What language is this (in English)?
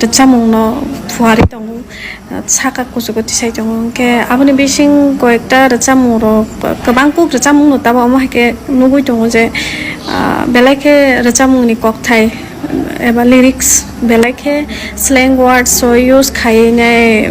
Kok Borok